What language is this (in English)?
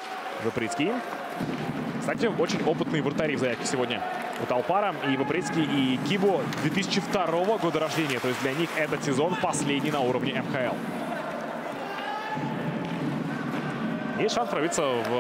Russian